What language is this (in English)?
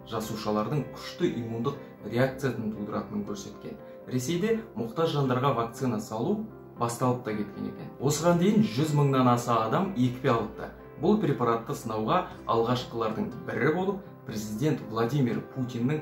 Kazakh